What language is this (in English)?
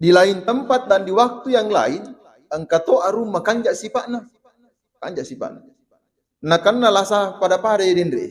Buginese